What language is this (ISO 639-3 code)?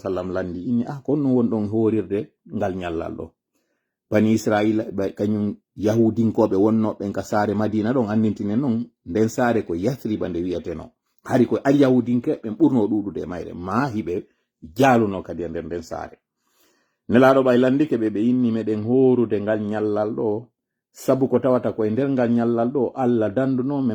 ful